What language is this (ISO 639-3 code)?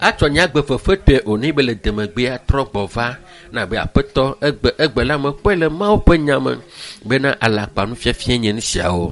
ewe